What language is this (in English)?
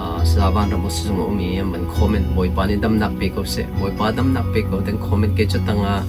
Hakha Chin